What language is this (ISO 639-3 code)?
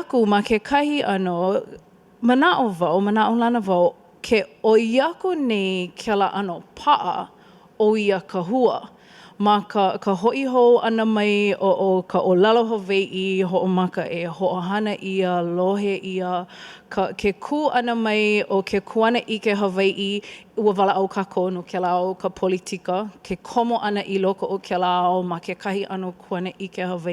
haw